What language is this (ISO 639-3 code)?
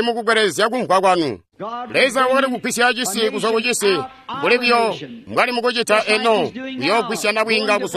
toi